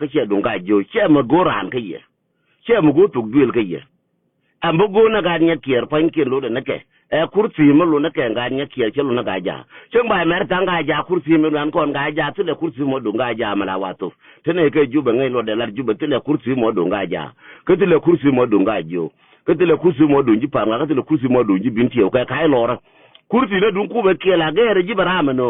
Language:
Nuer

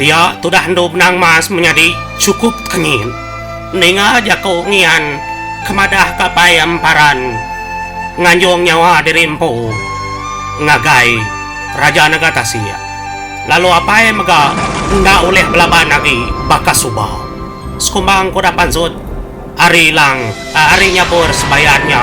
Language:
Iban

